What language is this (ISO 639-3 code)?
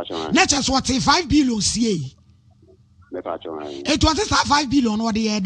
aka